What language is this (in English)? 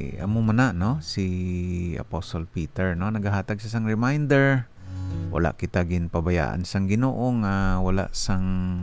Hiligaynon